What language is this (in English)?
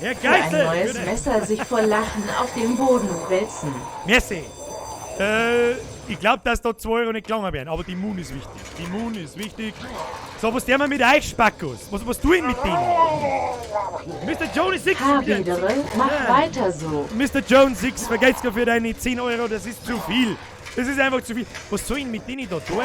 Bavarian